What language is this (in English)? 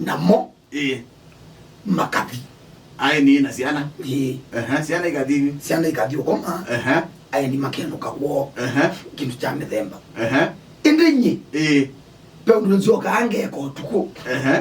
Kamba